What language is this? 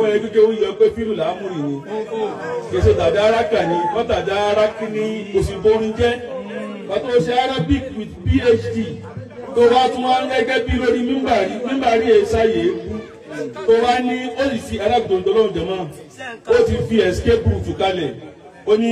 Yoruba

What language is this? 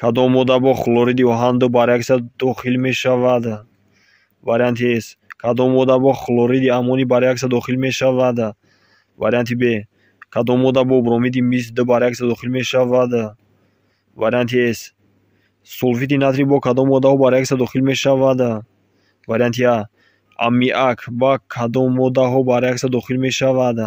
Tajik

